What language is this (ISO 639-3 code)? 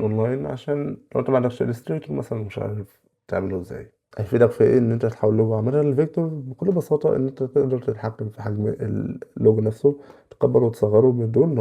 arz